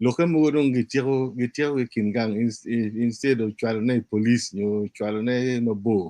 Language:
Acoli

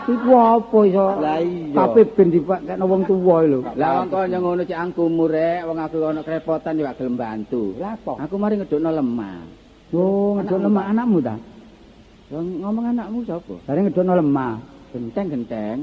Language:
Javanese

